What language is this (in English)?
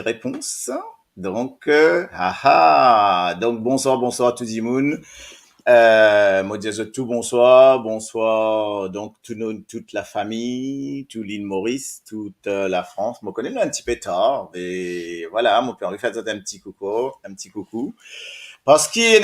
Morisyen